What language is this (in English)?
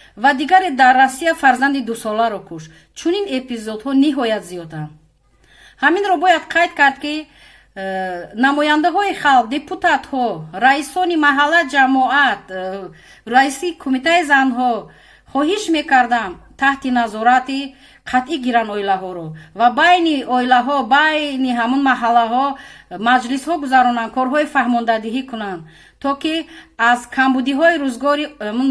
Tajik